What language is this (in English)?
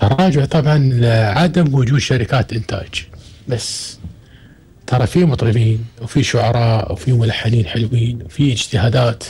Gulf Arabic